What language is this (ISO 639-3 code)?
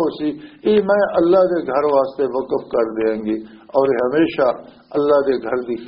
lah